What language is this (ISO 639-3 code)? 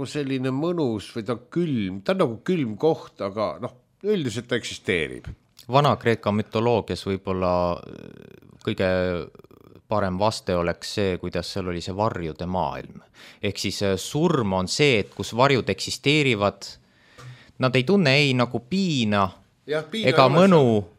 est